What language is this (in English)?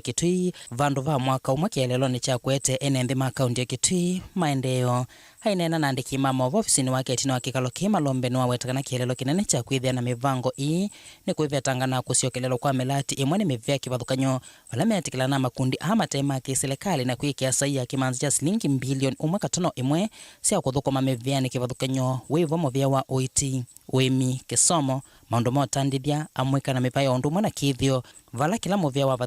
Kamba